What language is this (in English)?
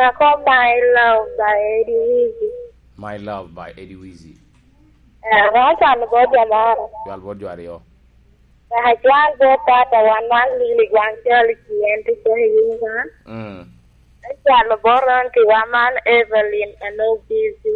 Lango (Uganda)